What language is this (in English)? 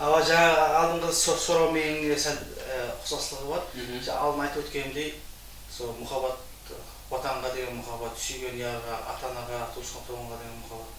Kara-Kalpak